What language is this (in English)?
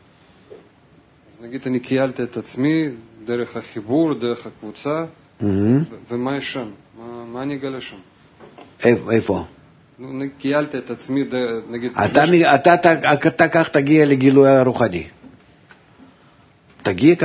Hebrew